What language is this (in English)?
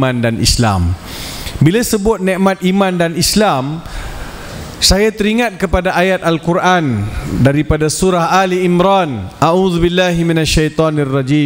Malay